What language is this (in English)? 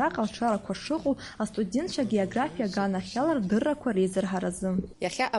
Abkhazian